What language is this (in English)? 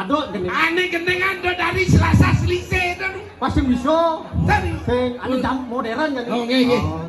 Balinese